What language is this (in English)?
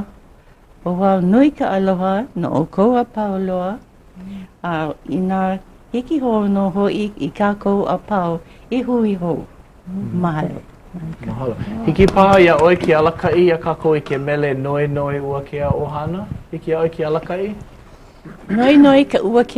Hawaiian